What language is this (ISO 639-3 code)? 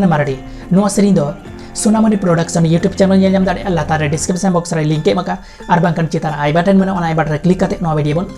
sat